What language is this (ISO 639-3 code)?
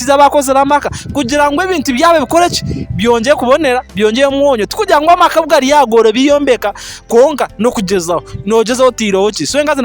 nyn